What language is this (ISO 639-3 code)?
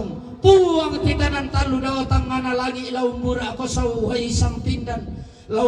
sda